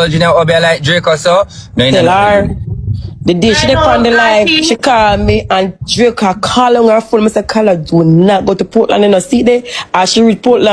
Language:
Jamaican Creole English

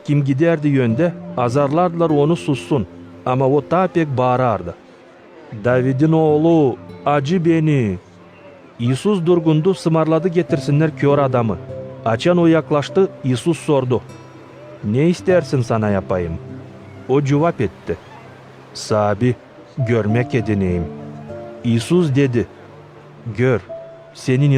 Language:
Gagauz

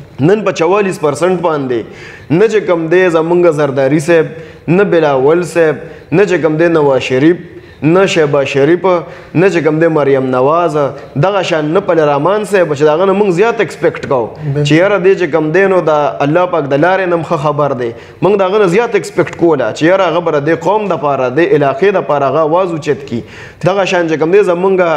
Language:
Pashto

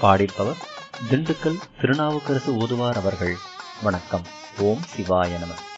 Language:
Tamil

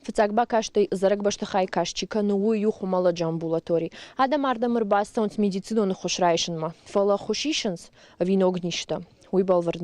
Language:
Ossetic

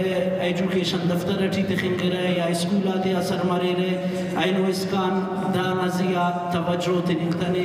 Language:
Brahui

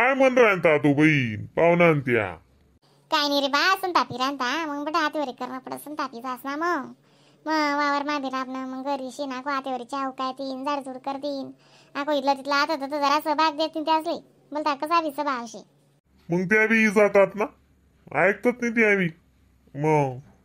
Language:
Khandesi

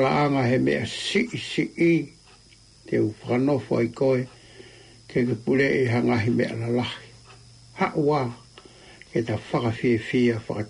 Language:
Tongan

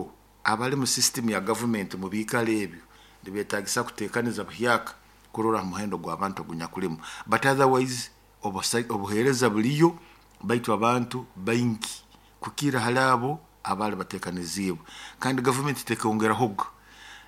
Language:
Nyoro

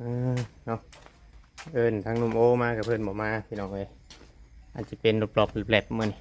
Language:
Northeastern Thai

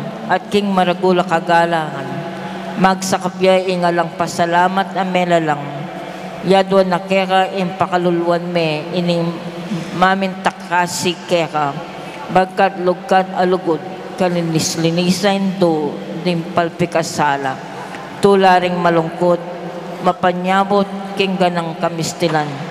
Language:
Pampanga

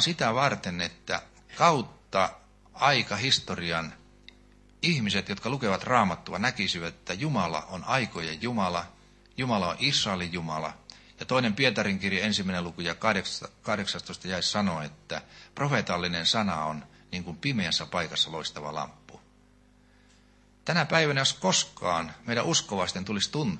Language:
Finnish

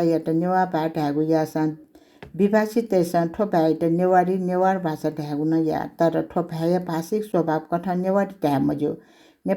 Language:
Newari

